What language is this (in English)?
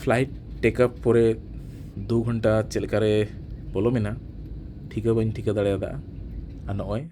Santali